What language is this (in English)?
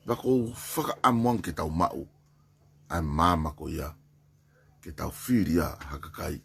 Tongan